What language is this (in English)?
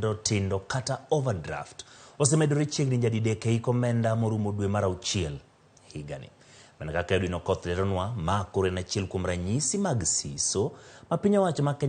Luo (Kenya and Tanzania)